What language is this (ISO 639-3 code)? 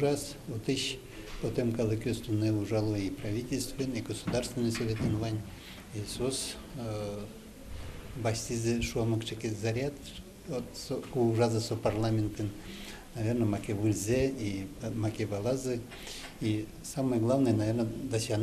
udm